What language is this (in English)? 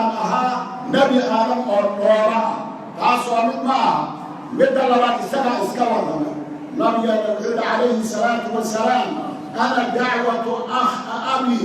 Somali